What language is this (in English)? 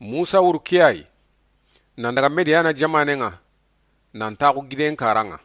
Soninke